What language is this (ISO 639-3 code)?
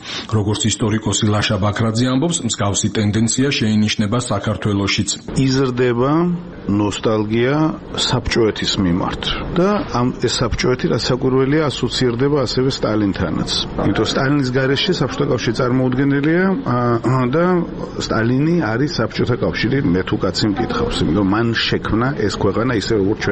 kat